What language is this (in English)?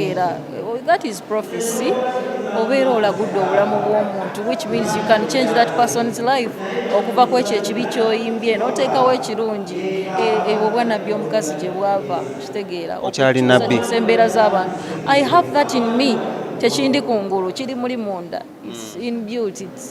Ganda